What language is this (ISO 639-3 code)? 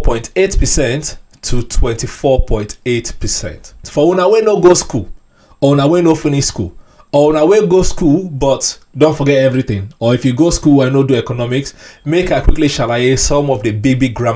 pcm